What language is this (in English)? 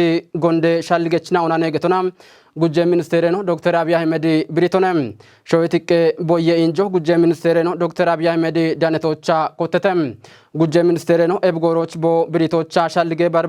Kafa